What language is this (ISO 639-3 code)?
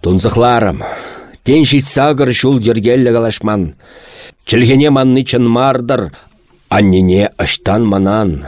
chv